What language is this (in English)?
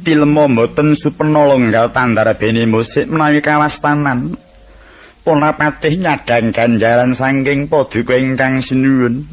Javanese